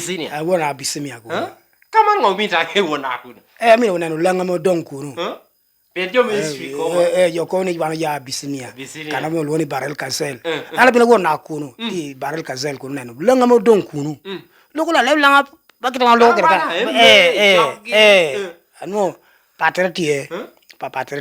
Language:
Lango (Uganda)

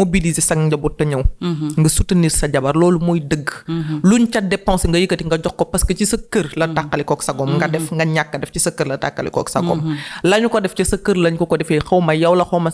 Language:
Wolof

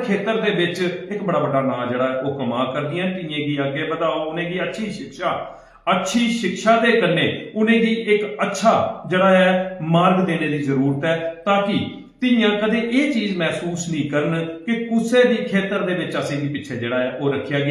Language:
Dogri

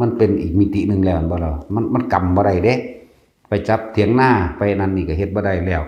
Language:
Northeastern Thai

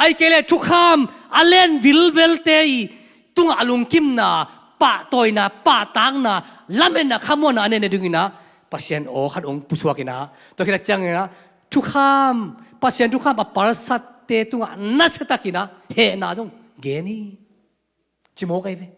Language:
Tedim Chin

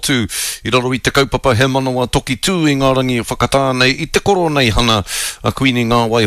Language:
Māori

